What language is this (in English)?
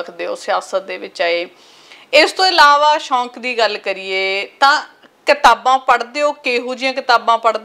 Punjabi